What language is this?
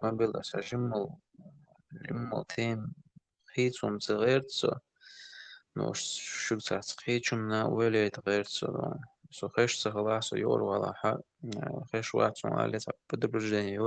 Chechen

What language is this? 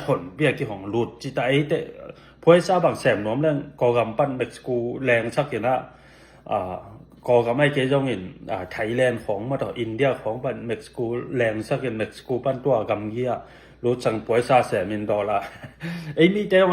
Tedim Chin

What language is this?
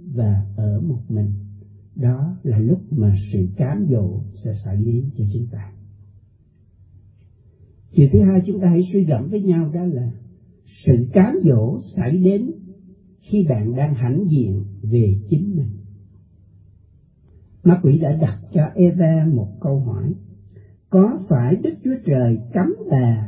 Vietnamese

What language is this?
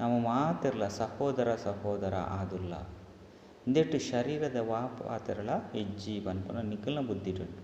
Tulu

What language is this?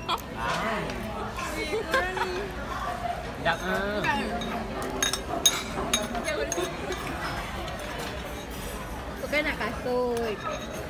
Malay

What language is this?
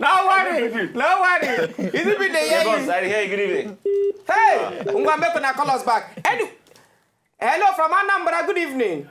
Nigerian Pidgin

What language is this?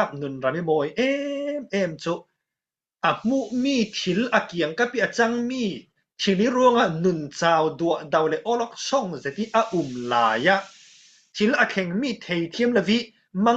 Falam Chin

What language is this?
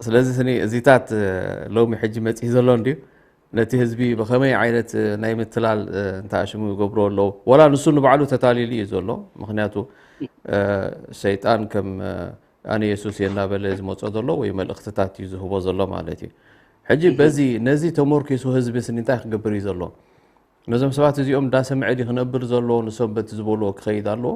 Tigrinya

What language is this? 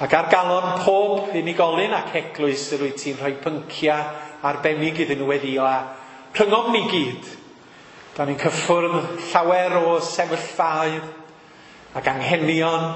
Welsh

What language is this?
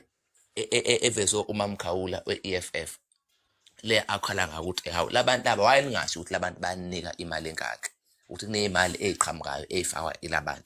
Zulu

